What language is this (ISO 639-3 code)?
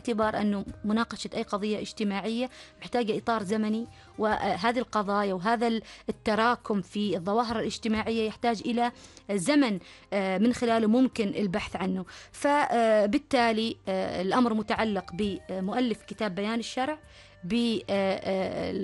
ara